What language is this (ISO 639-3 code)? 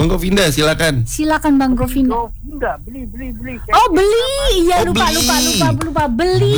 ind